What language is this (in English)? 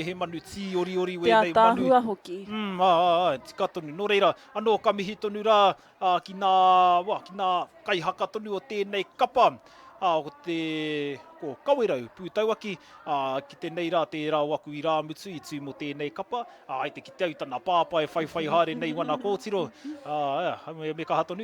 Māori